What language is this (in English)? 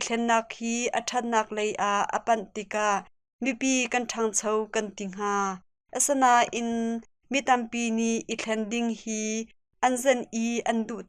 Hakha Chin